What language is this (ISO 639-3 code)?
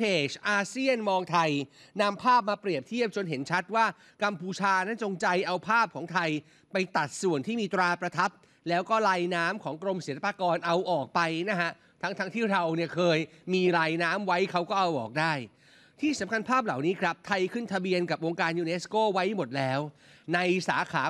tha